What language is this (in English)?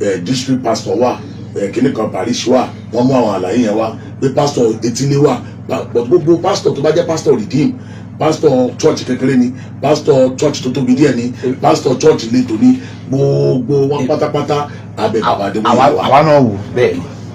Yoruba